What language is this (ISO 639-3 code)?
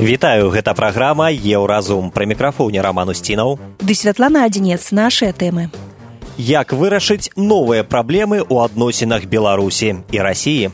bel